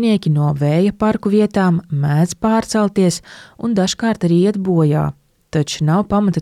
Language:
Latvian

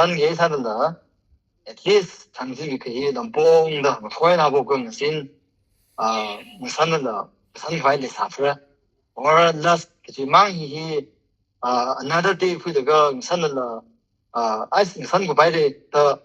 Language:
Tangkhul Naga (India)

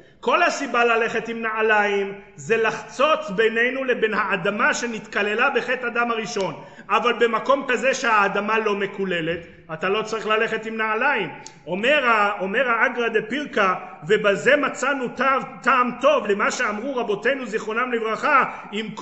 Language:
Hebrew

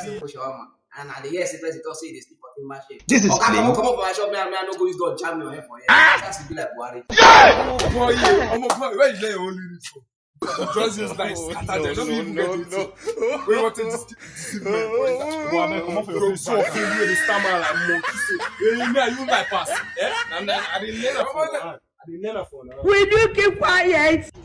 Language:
Nigerian Pidgin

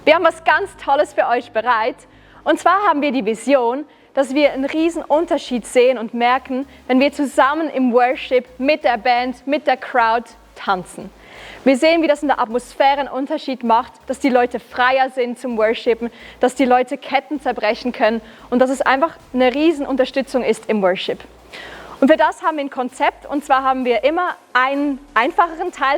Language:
Swiss German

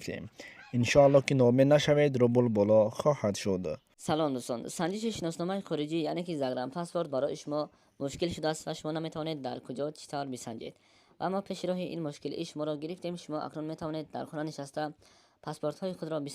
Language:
Tajik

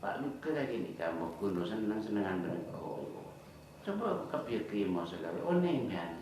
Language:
Madurese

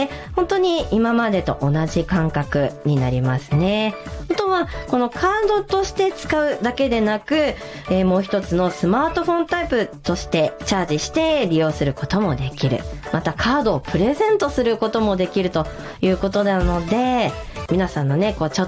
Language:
Japanese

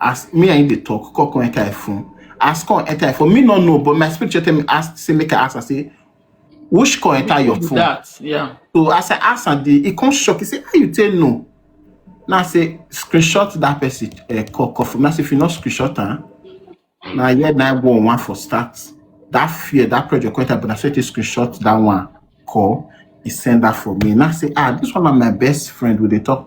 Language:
Nigerian Pidgin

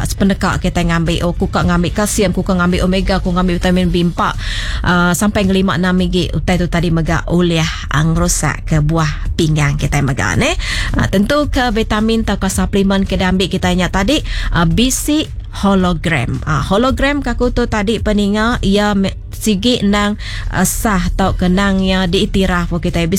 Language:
Iban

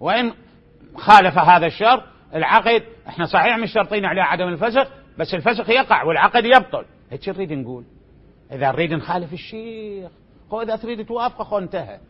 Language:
Mesopotamian Arabic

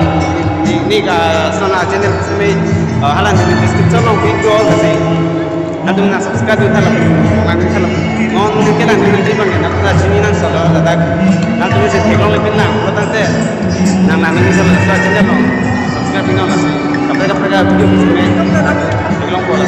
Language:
Karbi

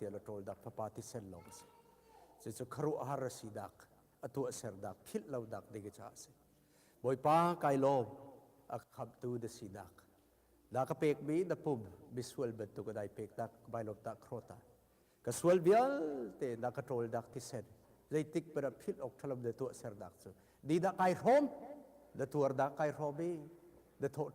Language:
Hakha Chin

